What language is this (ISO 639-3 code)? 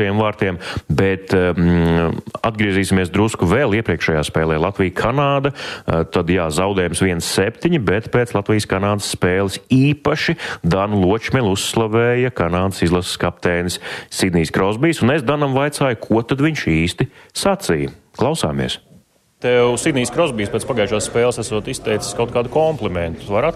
lav